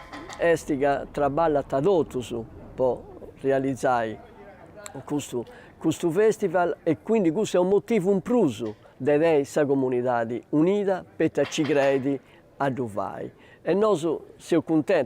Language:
Sardinian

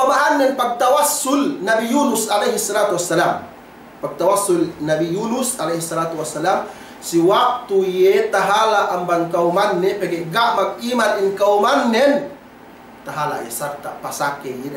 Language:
Yakan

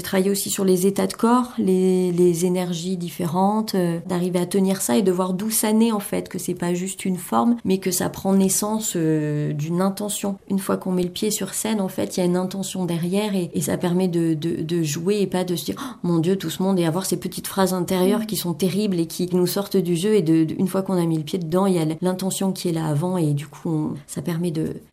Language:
French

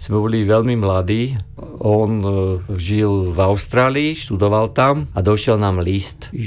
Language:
Slovak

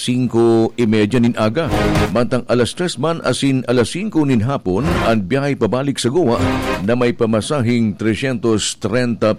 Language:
Bikol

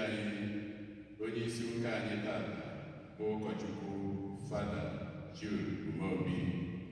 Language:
Igbo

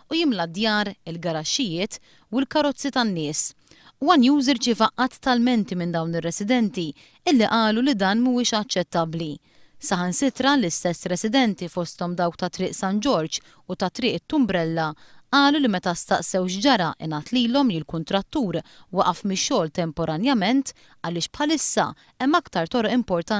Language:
Maltese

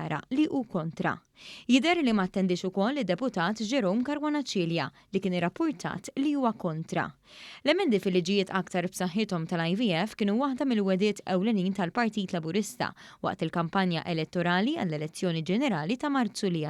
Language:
Maltese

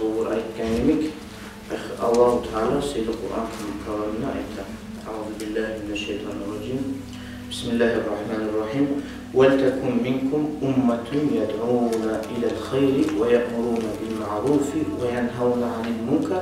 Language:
Kumyk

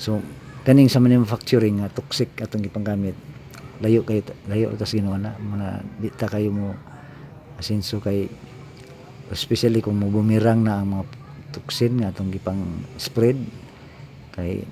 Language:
Cebuano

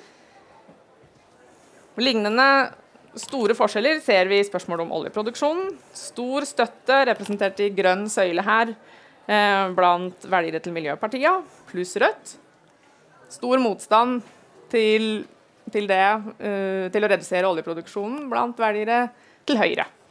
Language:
Norwegian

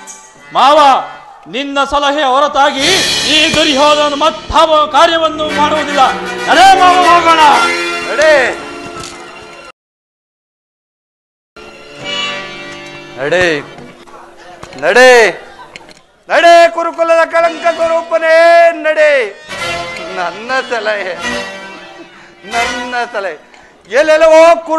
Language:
Kannada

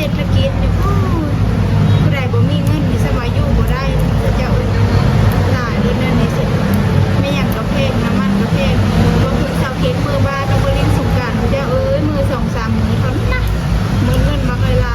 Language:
Northeastern Thai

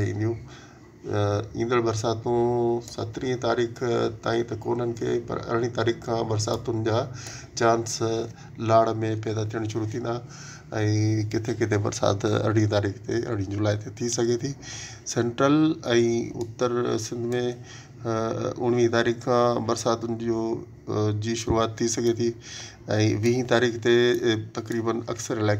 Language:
Sindhi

